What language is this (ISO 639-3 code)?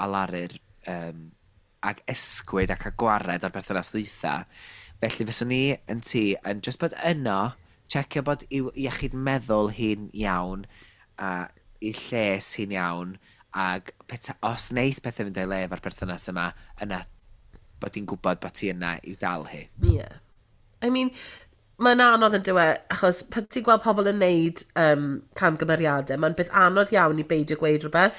cym